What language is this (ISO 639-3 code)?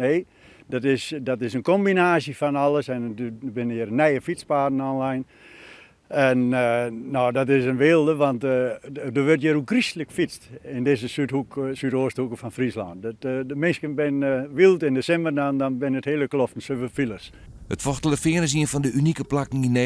fry